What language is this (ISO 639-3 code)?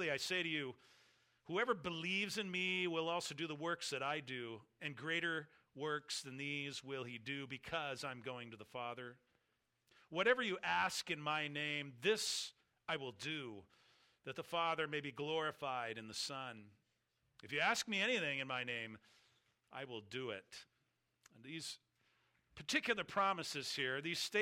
eng